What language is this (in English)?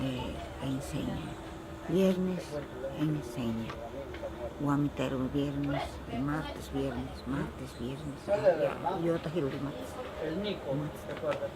Ashéninka Perené